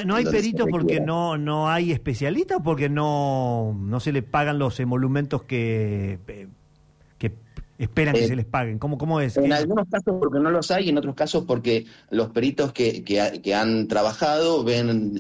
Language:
Spanish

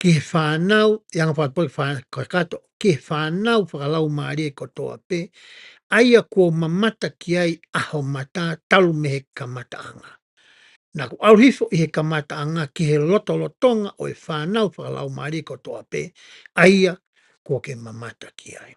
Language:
Tongan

